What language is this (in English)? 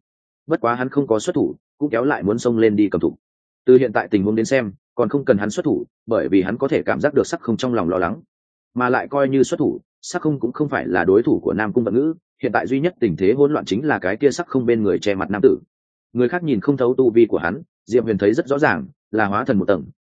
Vietnamese